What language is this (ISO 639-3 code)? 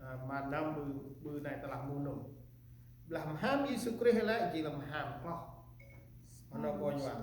cmo